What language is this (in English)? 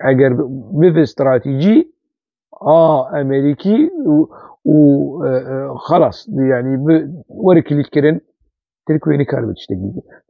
Kurdish